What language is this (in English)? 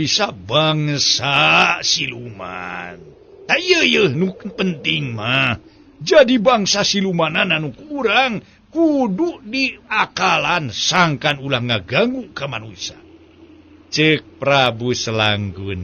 Sundanese